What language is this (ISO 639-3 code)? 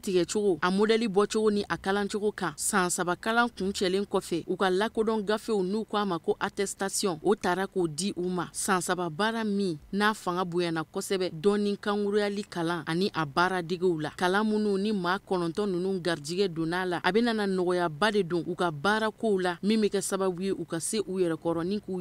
bam